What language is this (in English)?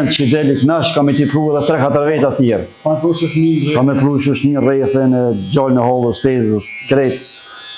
Albanian